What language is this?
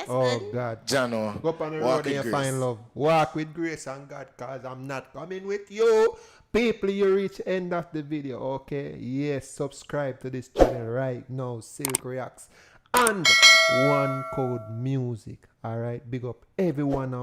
Jamaican Creole English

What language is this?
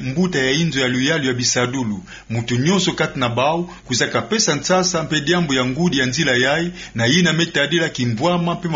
Kituba (Democratic Republic of Congo)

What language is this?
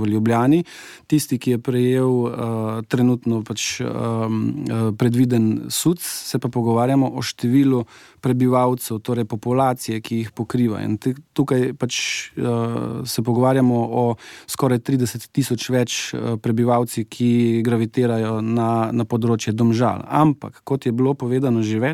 Slovenian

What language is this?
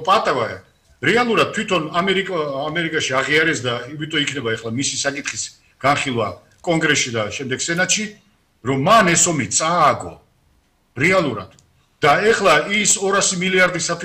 Georgian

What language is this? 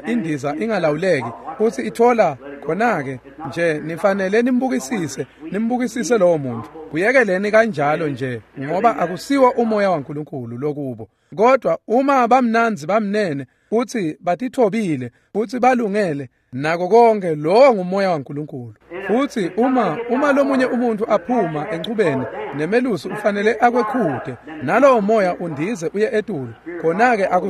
Swati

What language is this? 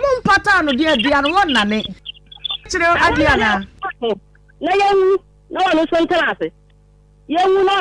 Akan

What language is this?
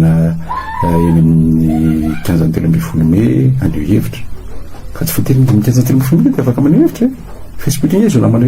Malagasy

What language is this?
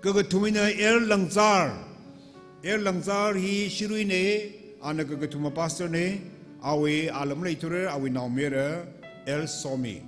Tangkhul Naga (India)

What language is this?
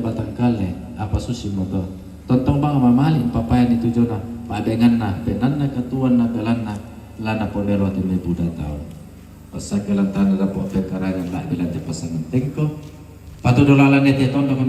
Toraja-Sa'dan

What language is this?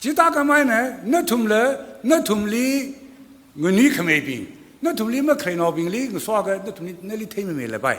Tangkhul Naga (India)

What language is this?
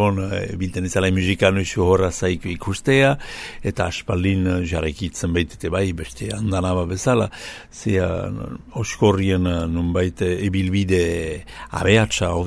Basque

